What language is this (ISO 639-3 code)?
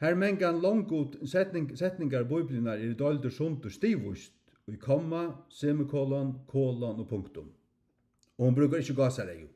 fao